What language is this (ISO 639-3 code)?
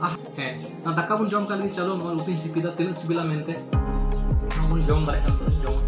sat